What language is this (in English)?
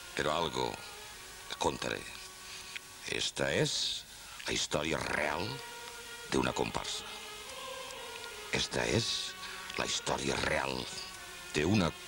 Catalan